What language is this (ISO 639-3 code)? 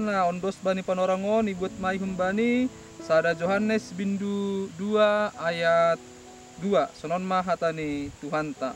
bts